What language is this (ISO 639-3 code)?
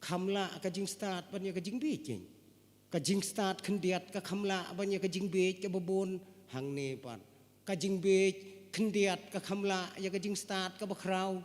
kha